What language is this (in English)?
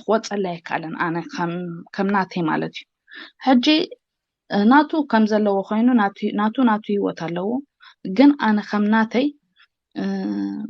Tigrinya